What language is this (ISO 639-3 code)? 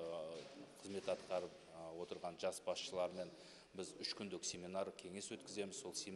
kaz